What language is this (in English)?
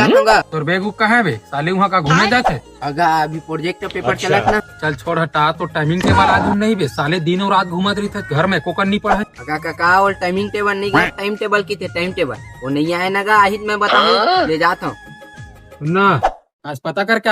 Chhattisgarhi